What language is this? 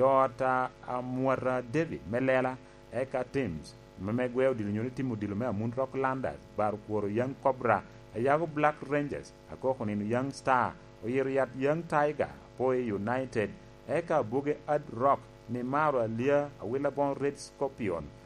Lango (Uganda)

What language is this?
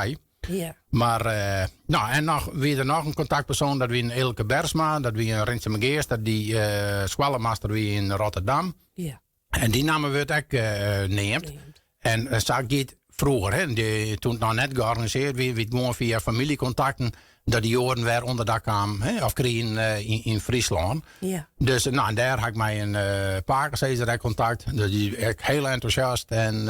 Western Frisian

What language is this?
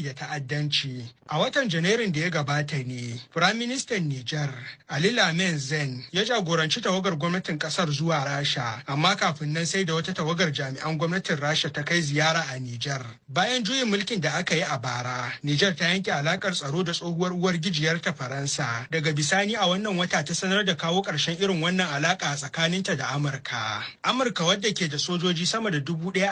Hausa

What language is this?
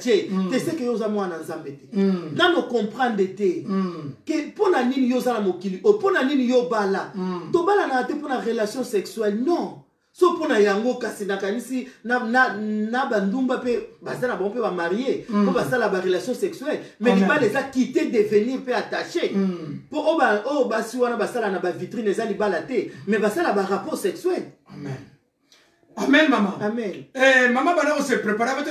Lingala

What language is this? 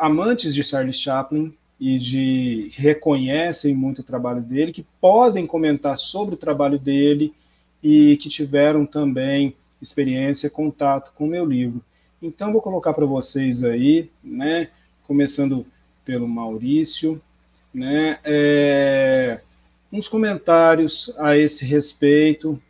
Portuguese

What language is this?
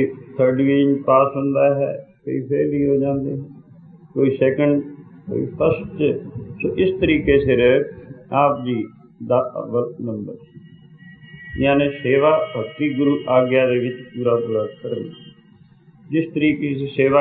Punjabi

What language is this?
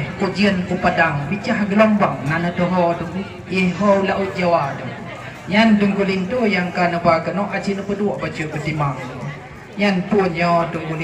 Achinese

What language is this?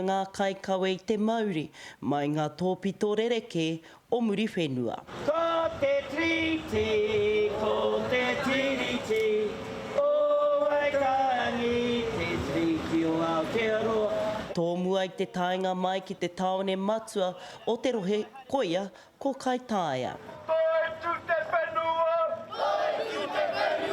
Māori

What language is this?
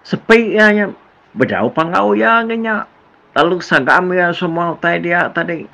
Iban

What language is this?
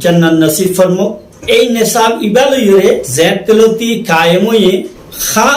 Rohingya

